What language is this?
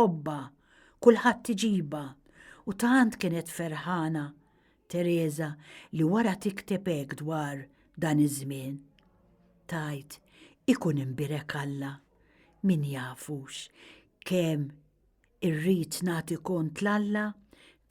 Maltese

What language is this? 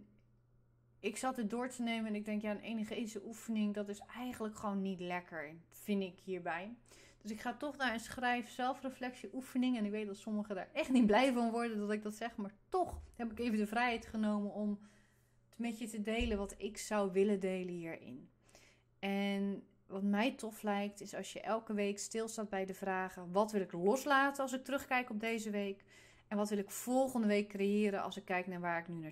Dutch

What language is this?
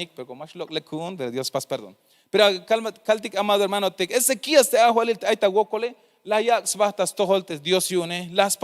Tzeltal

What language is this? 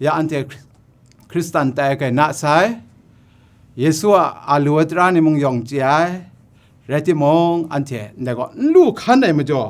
Kachin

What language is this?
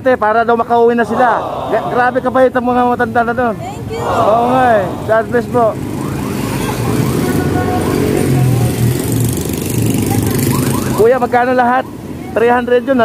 Filipino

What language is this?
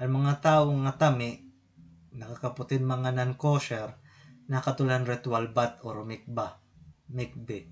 Waray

